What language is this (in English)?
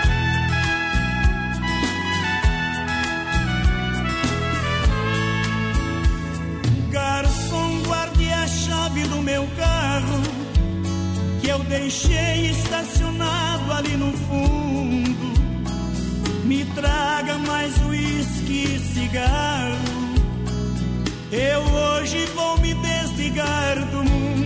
Portuguese